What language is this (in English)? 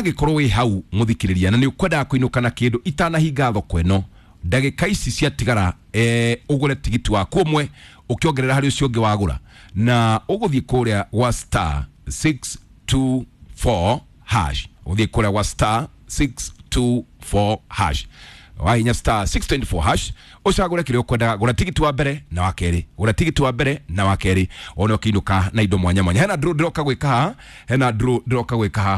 Kikuyu